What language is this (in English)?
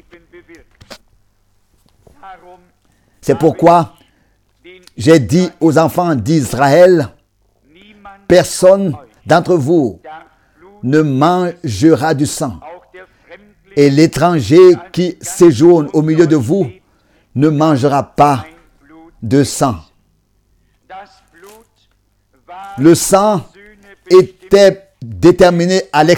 French